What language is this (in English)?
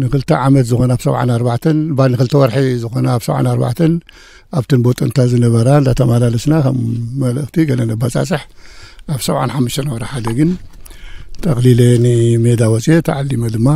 Tigrinya